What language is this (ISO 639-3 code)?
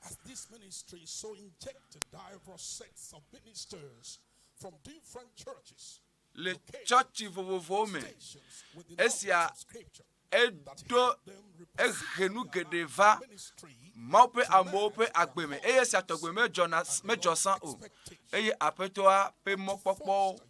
ewe